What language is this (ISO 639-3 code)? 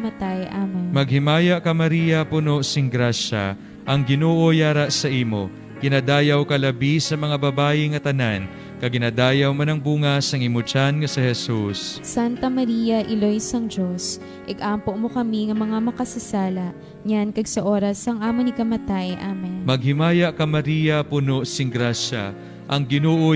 hil